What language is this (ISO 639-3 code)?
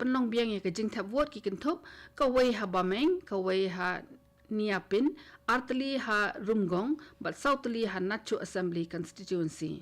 kha